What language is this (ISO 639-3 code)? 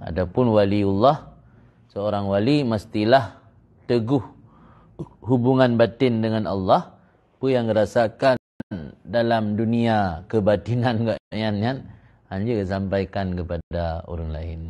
ace